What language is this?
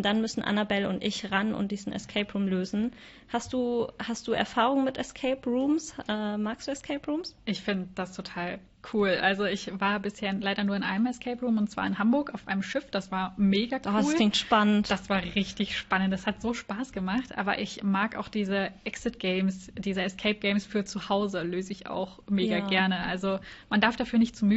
German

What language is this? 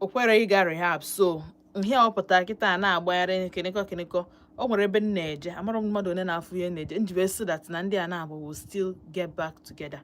Igbo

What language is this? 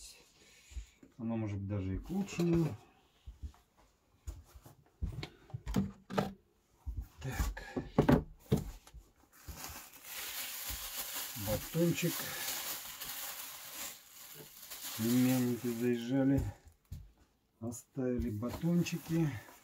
Russian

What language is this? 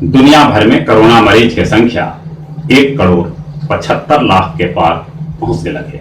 Magahi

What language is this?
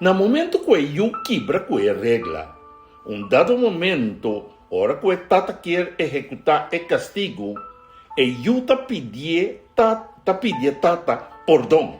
Papiamento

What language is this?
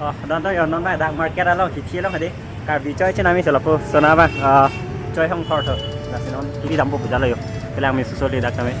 Karbi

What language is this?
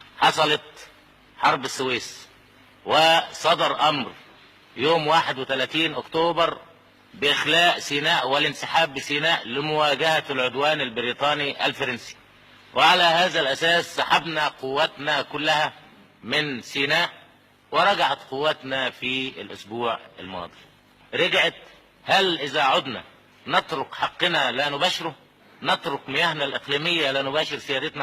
Egyptian Arabic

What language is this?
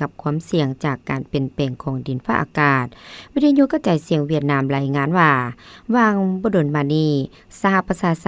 Lao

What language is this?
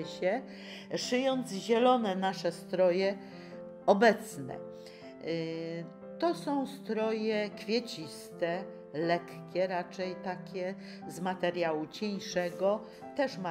Polish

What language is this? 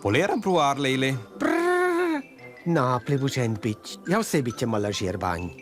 Romansh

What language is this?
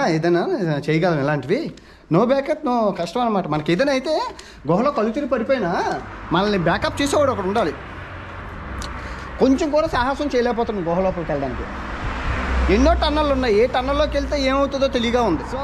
Telugu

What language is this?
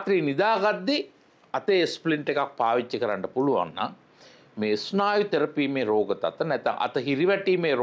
Sinhala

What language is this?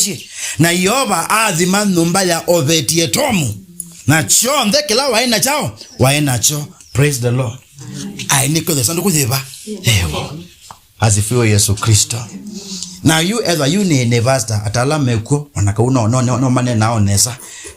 Kamba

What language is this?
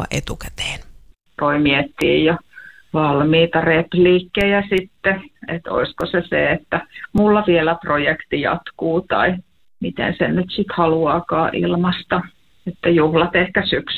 Finnish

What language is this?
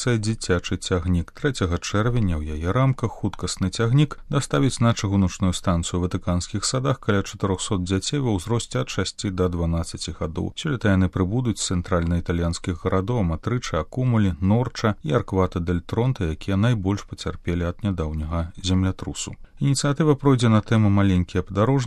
Belarusian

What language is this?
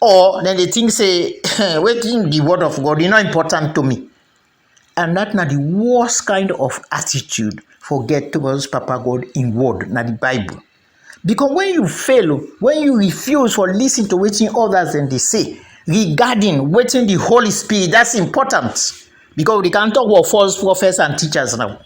Krio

